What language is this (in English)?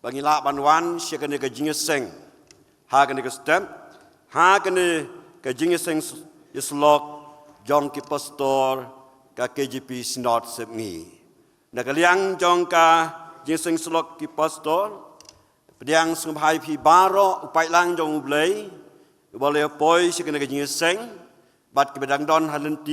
Khasi